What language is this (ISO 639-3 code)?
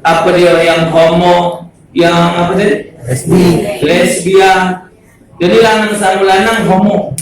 mui